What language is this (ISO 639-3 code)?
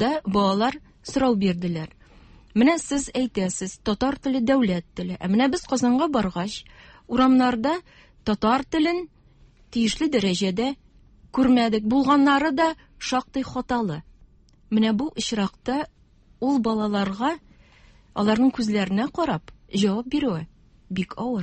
tat